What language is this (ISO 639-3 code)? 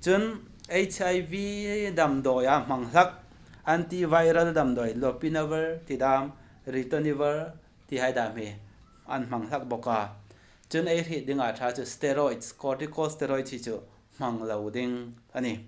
hmr